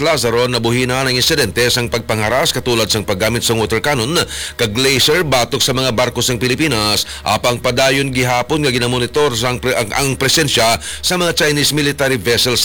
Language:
Hiligaynon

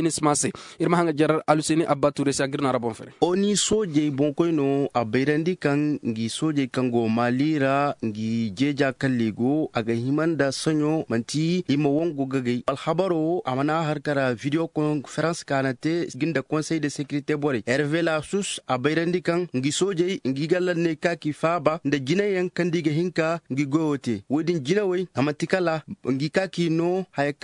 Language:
Zarma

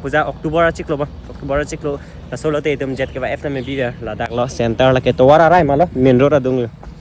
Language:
Karbi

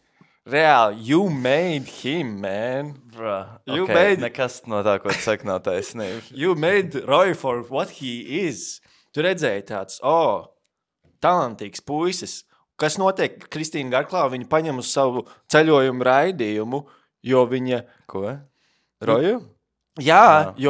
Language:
Latvian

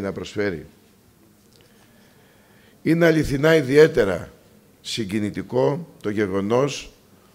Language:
Greek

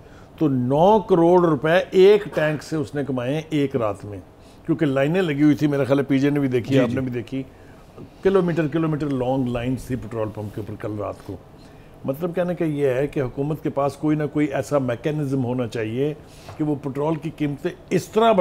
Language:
Urdu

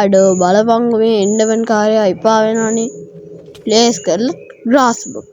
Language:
Sinhala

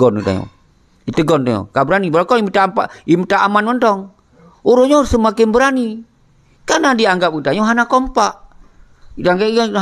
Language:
Achinese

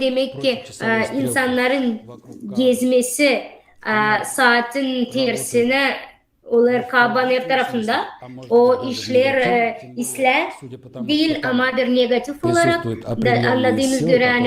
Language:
Gagauz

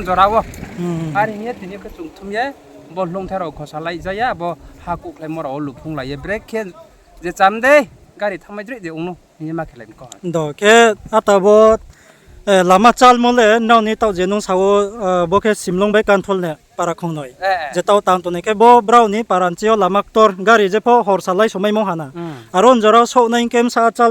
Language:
Riang (India)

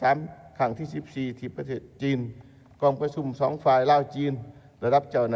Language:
Lao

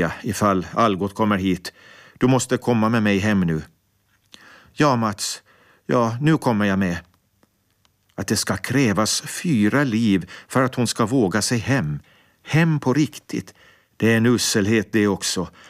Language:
Swedish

